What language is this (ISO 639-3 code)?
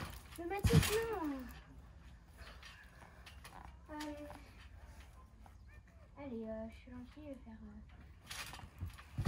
fra